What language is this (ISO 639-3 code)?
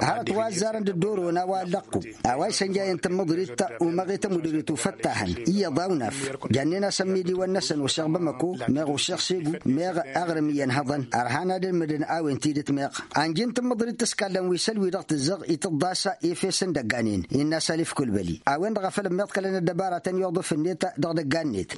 taq